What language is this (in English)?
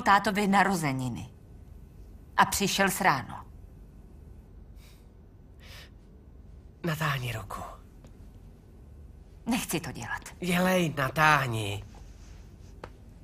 Czech